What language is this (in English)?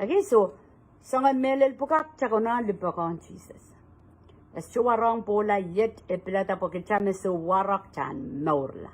Pohnpeian